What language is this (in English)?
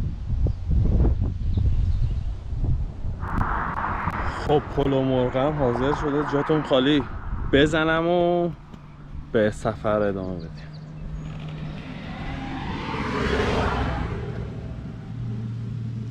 Persian